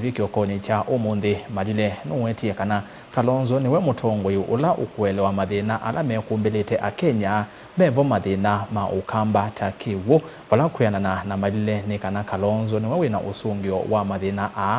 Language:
Kamba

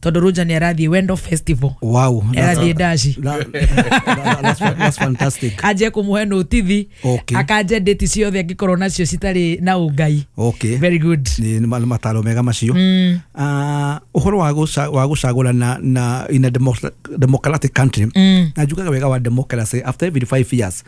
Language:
Kikuyu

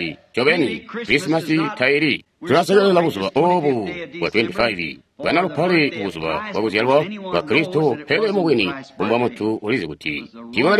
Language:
Tonga (Zambia)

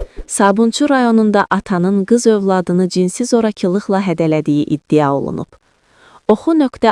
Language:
Azerbaijani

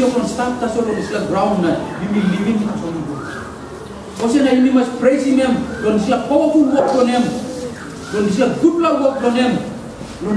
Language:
Tok Pisin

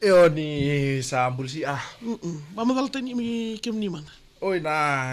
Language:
Fijian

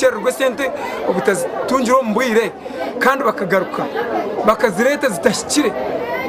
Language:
Nyankole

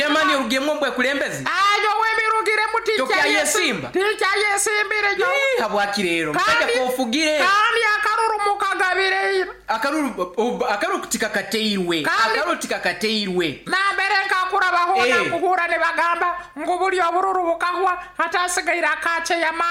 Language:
Nyoro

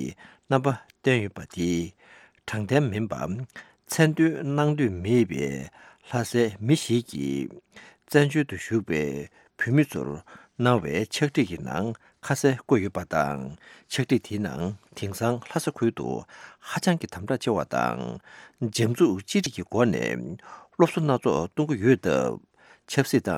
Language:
Tibetan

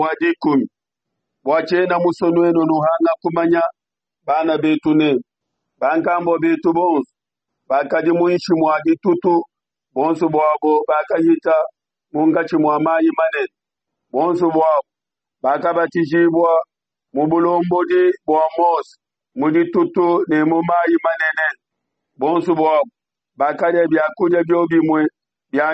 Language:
Luba-Lulua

